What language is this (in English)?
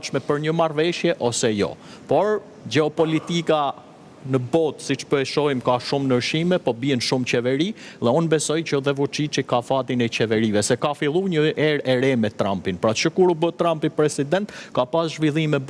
Albanian